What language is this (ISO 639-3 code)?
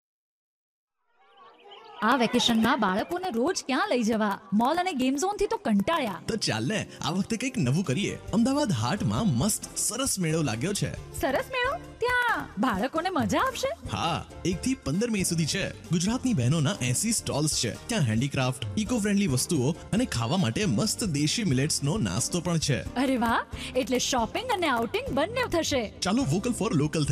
guj